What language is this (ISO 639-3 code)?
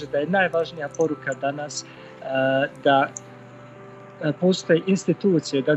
bos